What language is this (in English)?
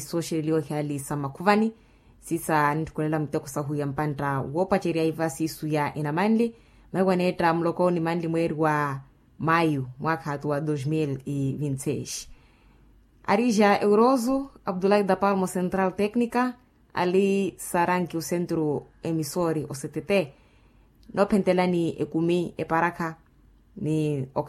Makhuwa